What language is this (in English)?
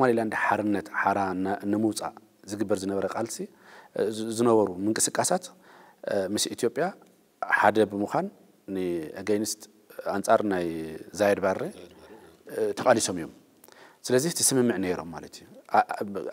Tigrinya